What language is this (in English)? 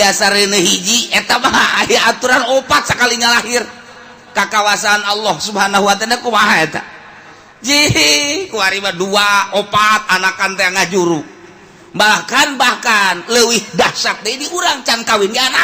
Sundanese